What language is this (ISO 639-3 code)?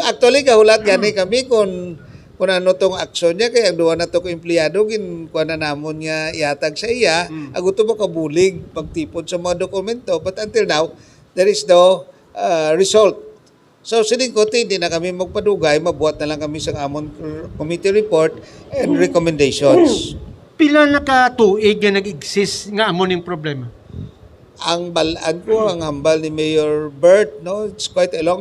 hil